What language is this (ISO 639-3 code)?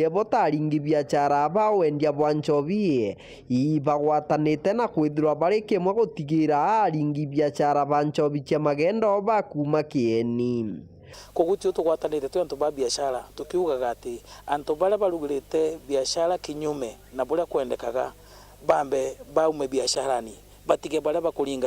mer